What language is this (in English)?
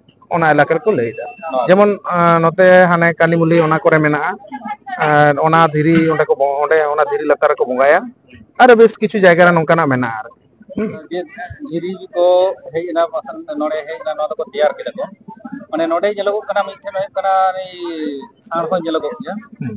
Santali